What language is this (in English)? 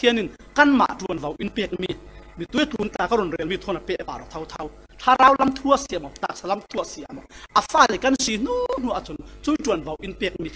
Falam Chin